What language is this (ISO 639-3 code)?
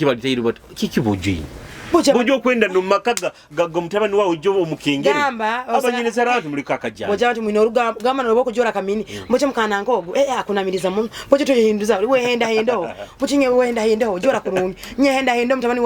nyo